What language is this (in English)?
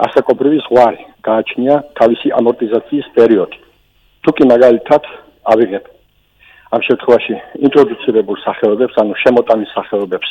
Georgian